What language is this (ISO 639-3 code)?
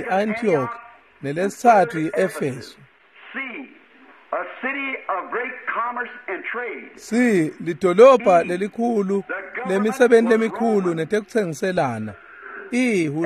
ssw